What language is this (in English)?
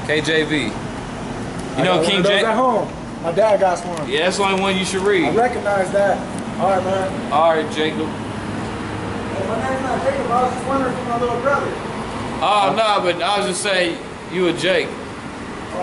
English